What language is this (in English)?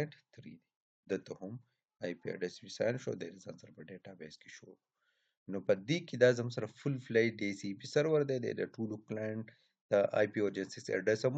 Pashto